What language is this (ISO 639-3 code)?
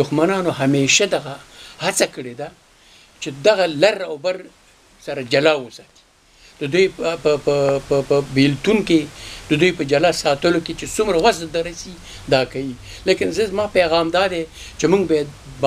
pus